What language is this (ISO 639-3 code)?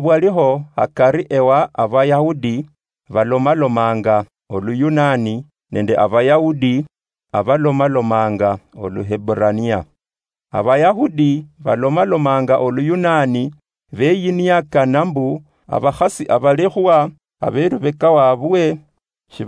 luy